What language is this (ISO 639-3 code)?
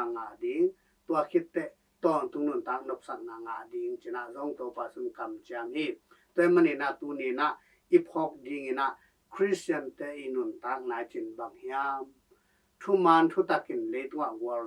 ctd